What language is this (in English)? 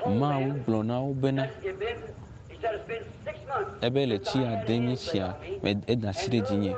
Ewe